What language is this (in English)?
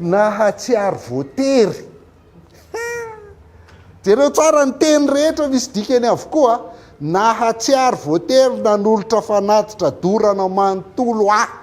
Malagasy